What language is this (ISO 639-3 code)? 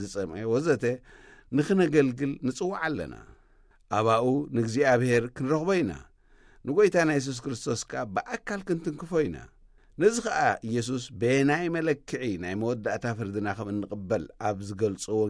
tir